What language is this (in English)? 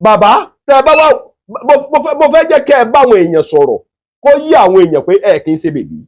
Yoruba